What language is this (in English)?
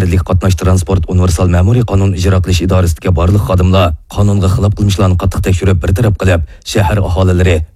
Uyghur